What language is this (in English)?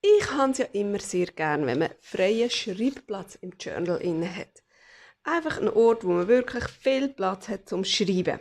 Swiss German